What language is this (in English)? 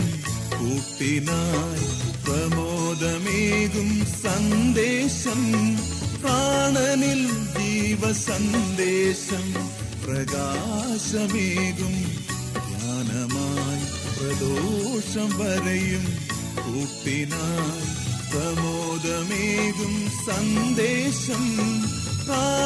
Malayalam